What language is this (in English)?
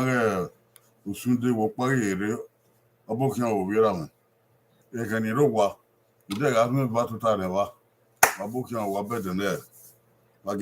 Bini